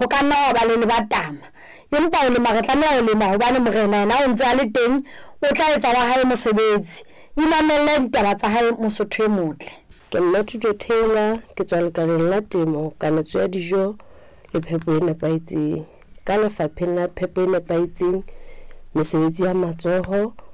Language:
Southern Sotho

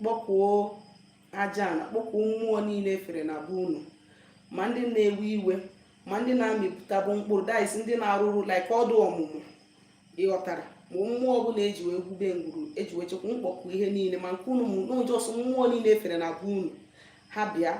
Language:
Igbo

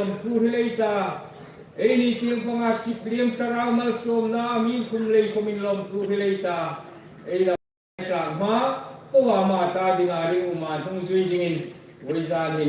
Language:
Hmar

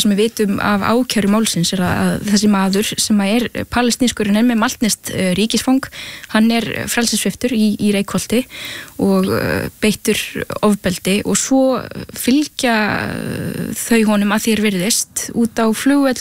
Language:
Icelandic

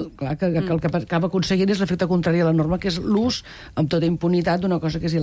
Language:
Catalan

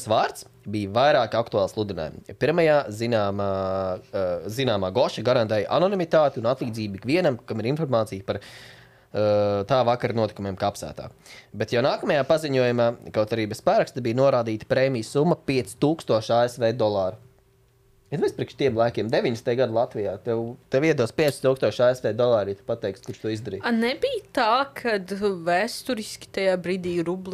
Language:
Latvian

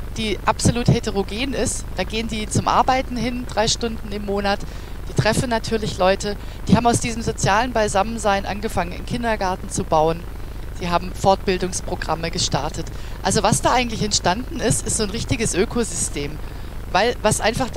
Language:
German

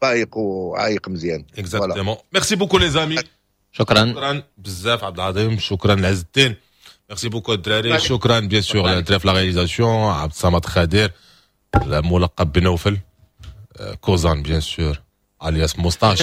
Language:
Moroccan Arabic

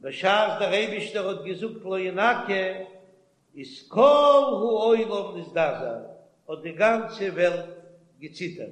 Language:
Yiddish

